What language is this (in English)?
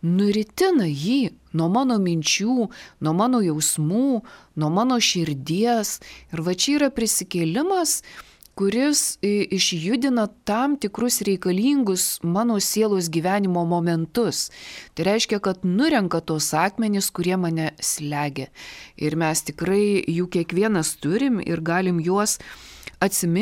Lithuanian